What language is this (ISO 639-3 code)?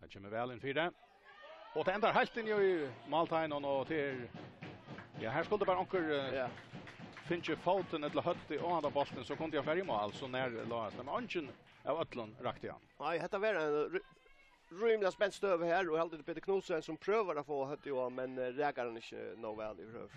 fao